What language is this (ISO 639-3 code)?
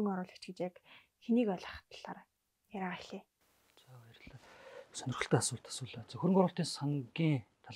mon